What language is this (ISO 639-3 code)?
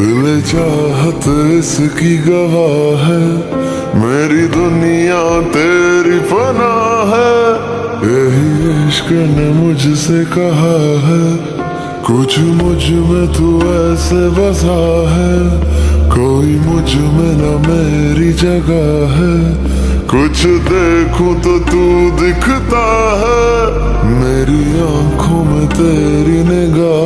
hin